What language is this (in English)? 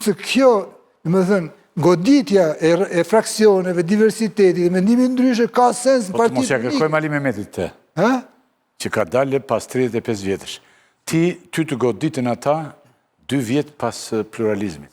Albanian